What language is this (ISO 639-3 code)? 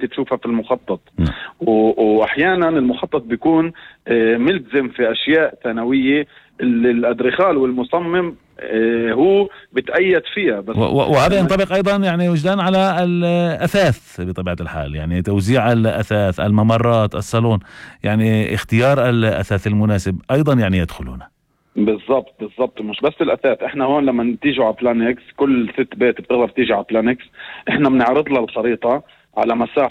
apc